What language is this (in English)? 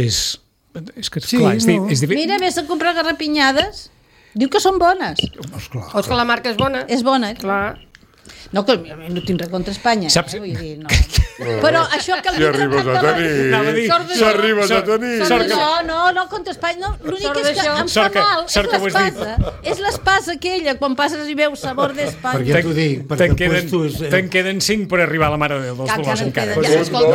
Catalan